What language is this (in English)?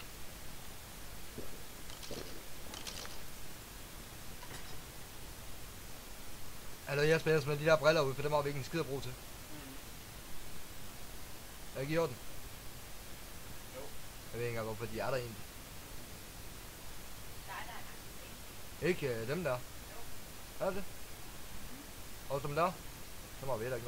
Danish